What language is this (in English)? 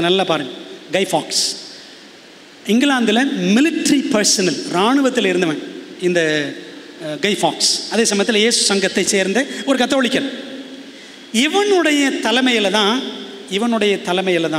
Tamil